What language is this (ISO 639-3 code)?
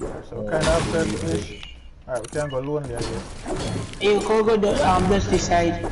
jam